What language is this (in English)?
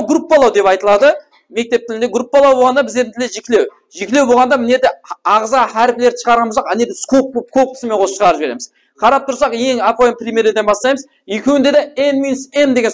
Kara-Kalpak